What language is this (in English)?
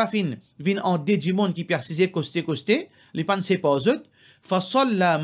Morisyen